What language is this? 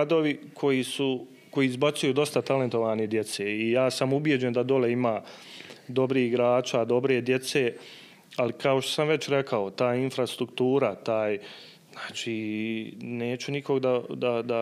Bosnian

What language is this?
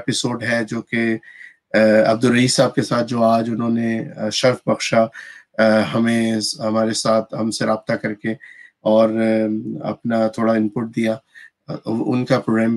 Urdu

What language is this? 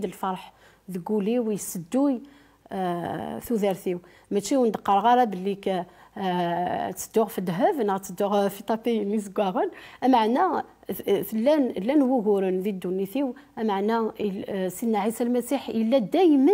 Kabyle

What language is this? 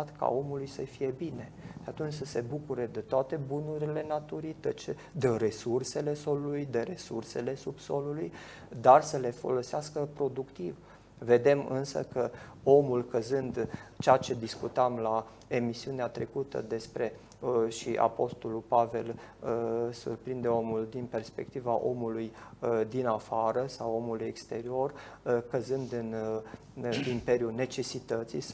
Romanian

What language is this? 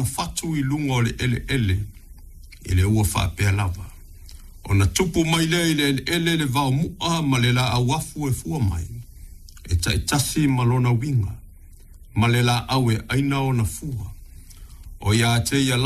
Samoan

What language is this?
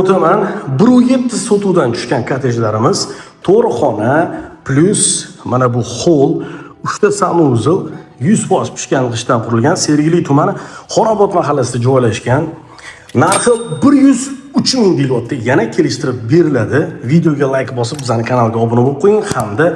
Uzbek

